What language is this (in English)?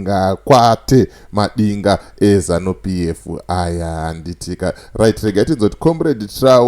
Shona